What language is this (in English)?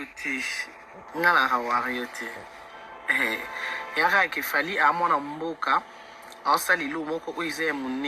Lingala